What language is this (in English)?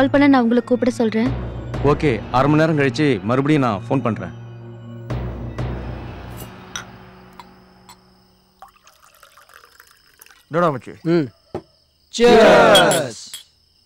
Tamil